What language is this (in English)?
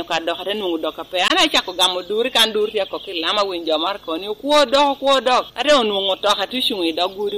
Lango (Uganda)